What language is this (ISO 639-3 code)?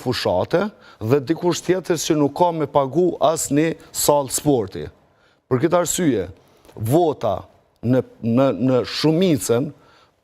sqi